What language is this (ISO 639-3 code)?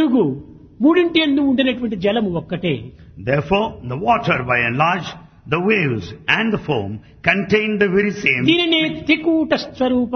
tel